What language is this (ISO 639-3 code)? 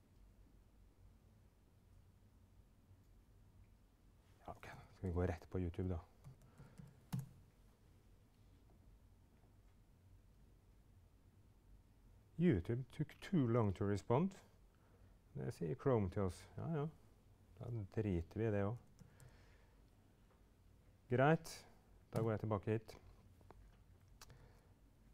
nor